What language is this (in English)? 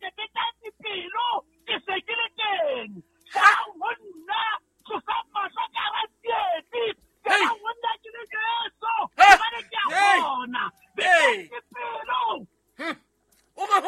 Southern Sotho